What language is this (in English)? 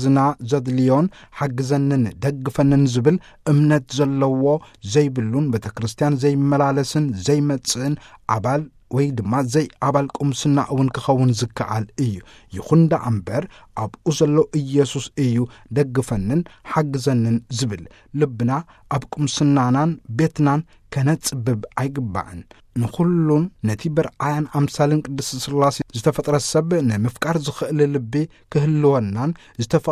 Tigrinya